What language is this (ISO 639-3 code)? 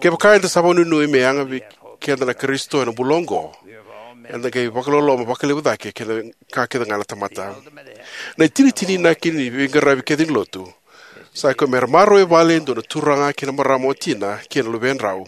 fij